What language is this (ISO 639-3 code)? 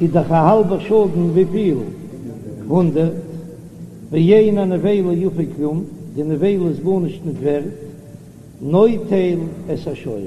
yid